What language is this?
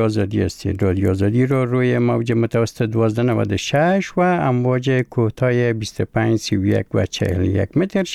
Persian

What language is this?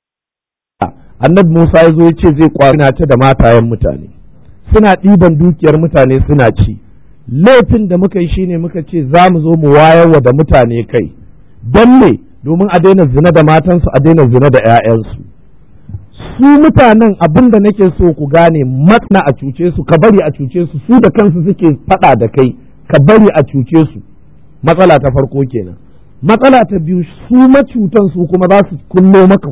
Hausa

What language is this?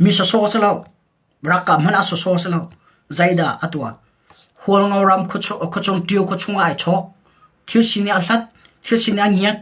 Hakha Chin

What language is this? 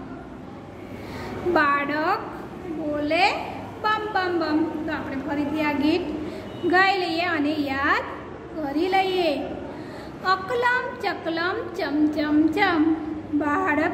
Gujarati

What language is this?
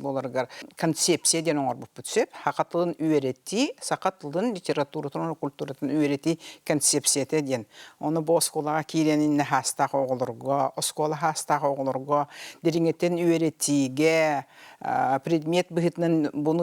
Yakut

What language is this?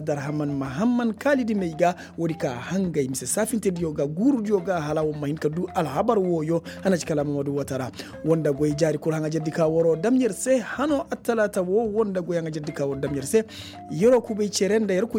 Koyraboro Senni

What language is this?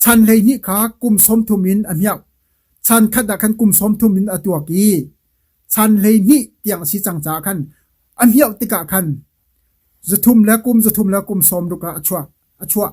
Hakha Chin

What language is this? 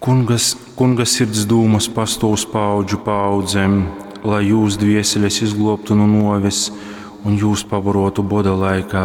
Latgalian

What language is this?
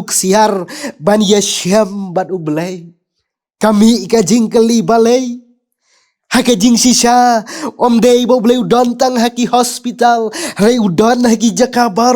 Khasi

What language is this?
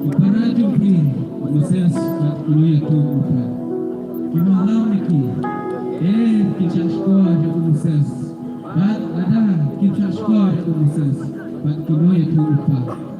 Khasi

